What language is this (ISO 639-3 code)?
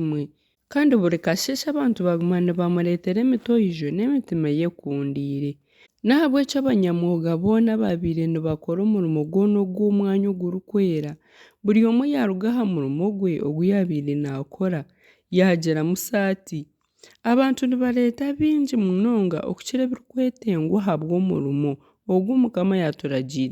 nyn